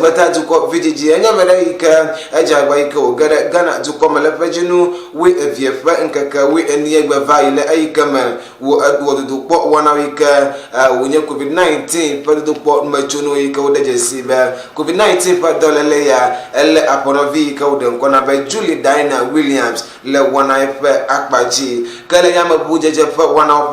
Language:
Ewe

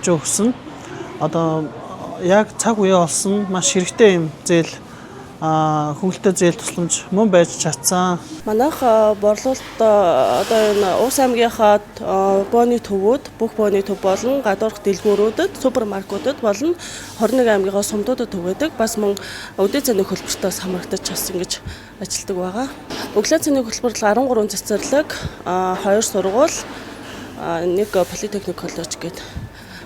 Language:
Mongolian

